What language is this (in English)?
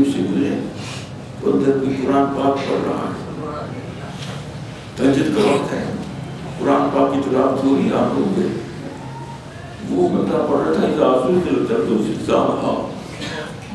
Urdu